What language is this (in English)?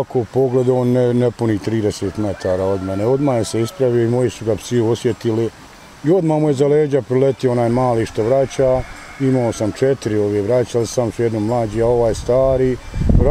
Bosnian